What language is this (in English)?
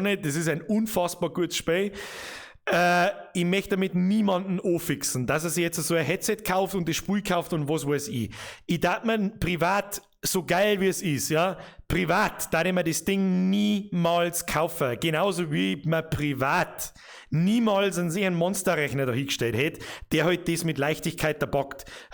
Bavarian